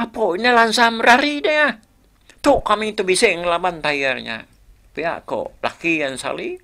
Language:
Iban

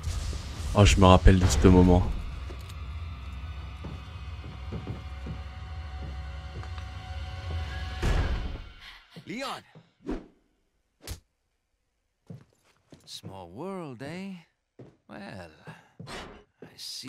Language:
French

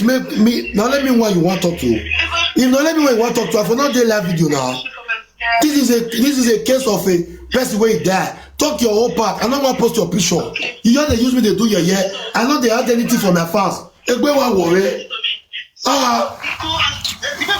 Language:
Nigerian Pidgin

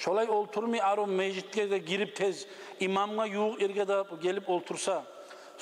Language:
Kumyk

